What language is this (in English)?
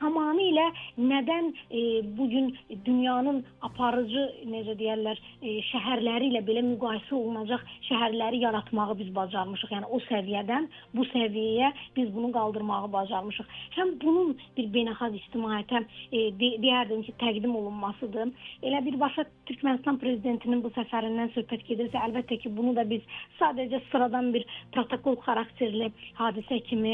Azerbaijani